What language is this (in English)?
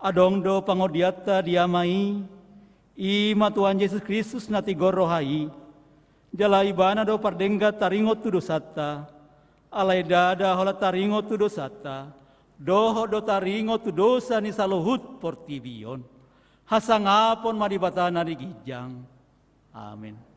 Batak Toba